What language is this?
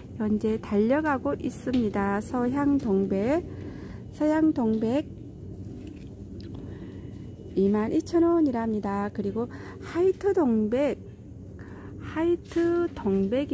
Korean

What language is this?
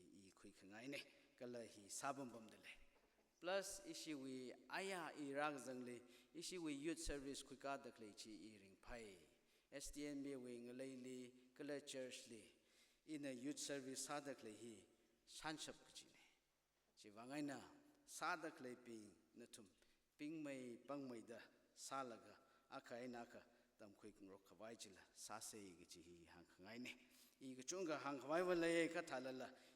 Tangkhul Naga (India)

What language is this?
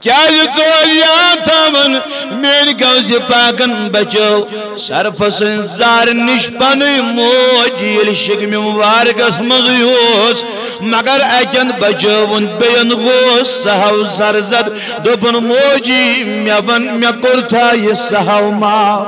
Kashmiri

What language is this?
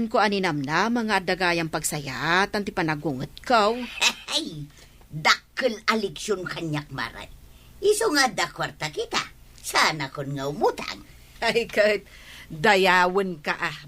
Iloko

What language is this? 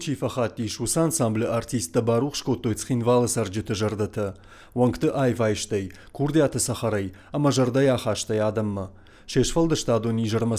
Ossetic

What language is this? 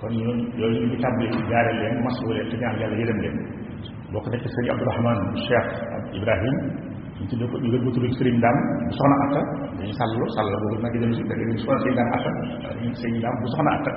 Wolof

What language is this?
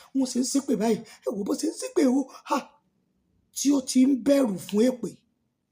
Yoruba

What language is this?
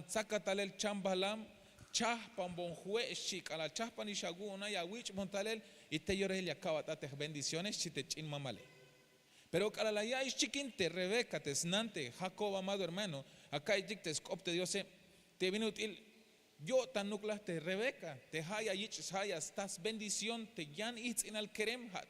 Tzeltal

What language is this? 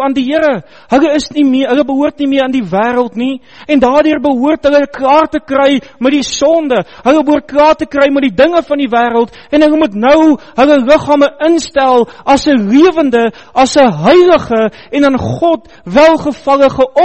Afrikaans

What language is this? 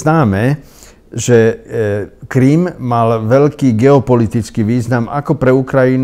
Slovak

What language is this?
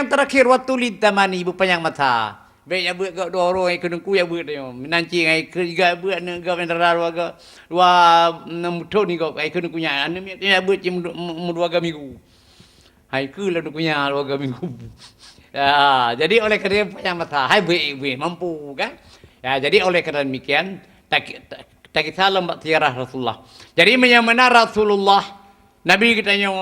Achinese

